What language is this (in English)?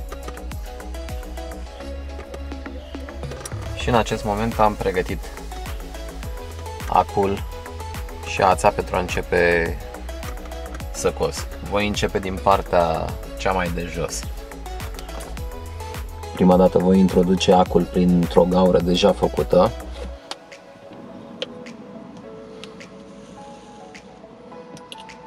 Romanian